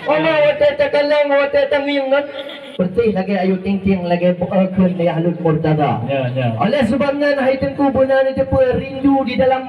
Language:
Achinese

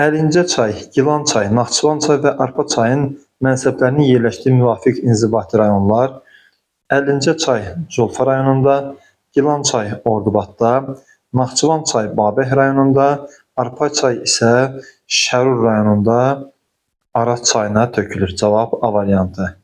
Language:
Azerbaijani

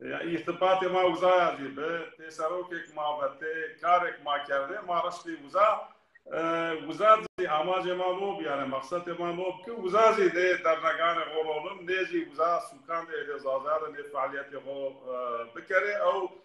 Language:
Zaza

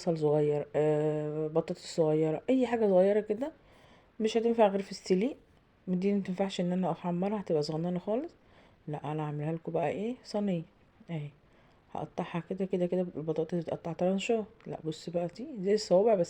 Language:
Egyptian Arabic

